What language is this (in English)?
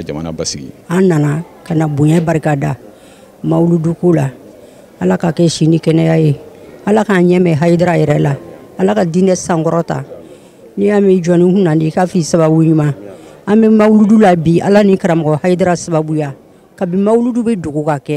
Bambara